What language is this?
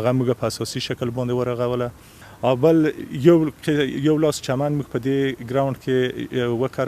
Pashto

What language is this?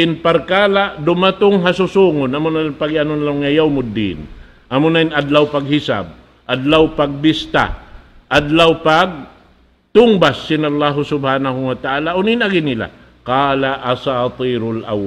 Tausug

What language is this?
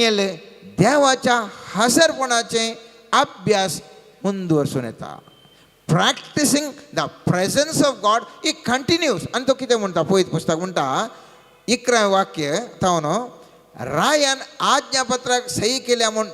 Konkani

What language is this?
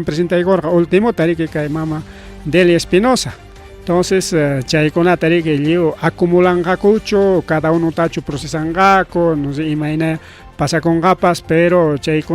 Ayacucho Quechua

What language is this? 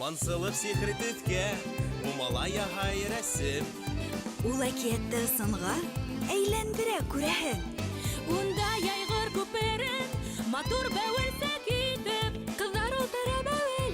Bashkir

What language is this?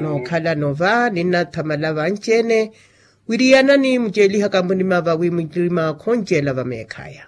Makhuwa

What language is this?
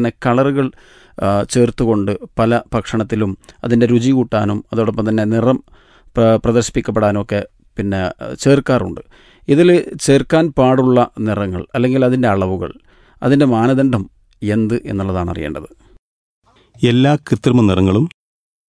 Malayalam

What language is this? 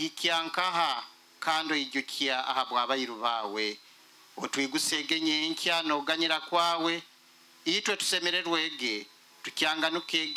Nyoro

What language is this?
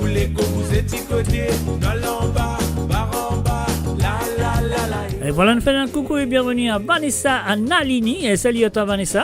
Morisyen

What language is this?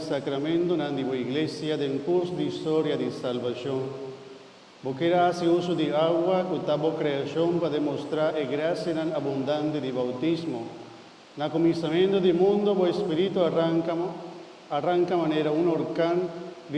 Papiamento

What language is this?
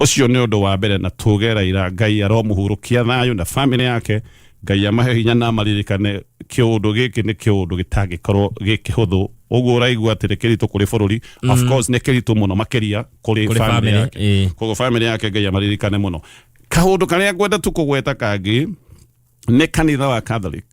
Kikuyu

